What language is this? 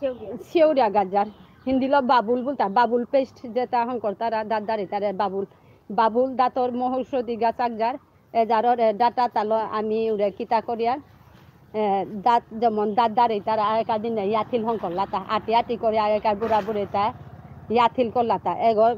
Bishnupriya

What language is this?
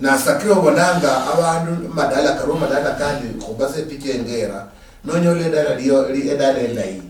Luyia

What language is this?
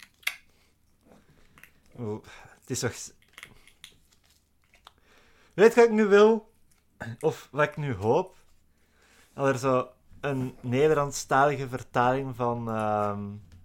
Dutch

